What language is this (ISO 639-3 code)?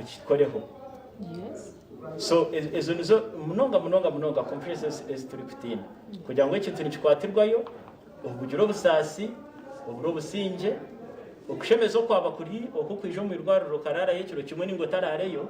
nyn